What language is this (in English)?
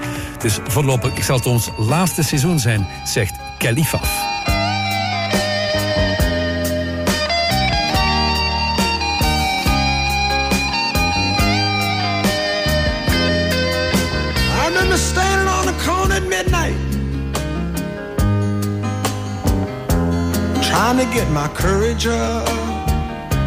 Dutch